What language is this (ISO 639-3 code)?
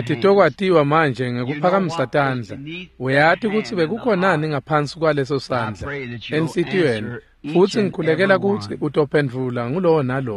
ssw